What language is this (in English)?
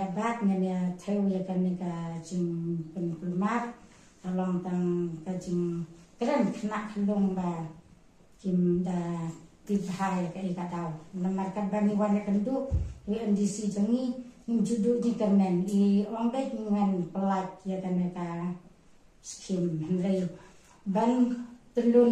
Khasi